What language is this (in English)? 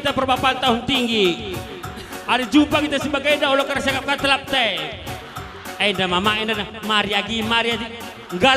Batak Karo